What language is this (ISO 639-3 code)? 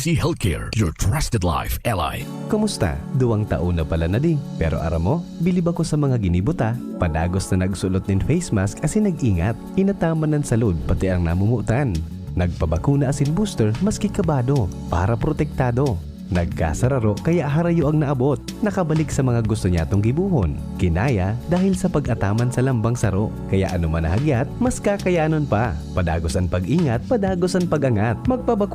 bik